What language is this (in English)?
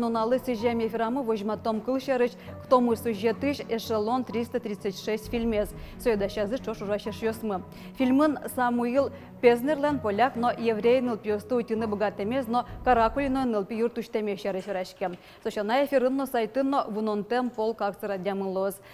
Udmurt